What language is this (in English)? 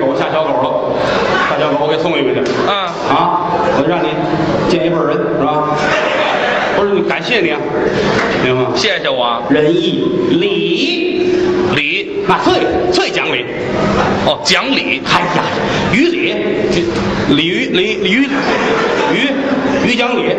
Chinese